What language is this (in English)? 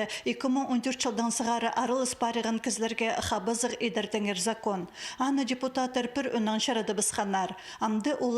Khakas